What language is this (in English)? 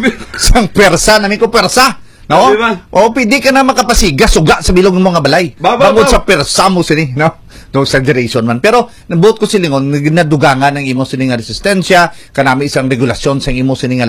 Hiligaynon